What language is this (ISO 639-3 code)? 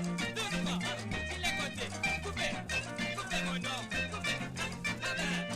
mfe